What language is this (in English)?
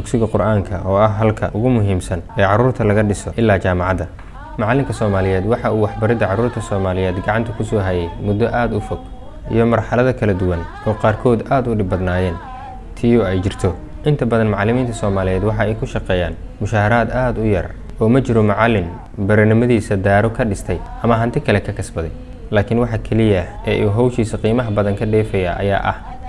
Somali